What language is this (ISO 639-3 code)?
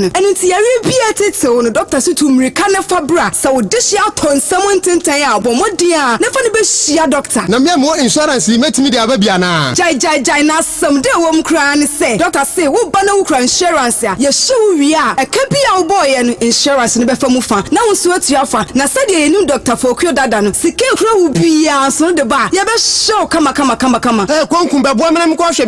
aka